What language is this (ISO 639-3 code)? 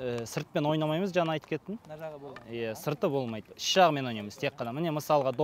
kaz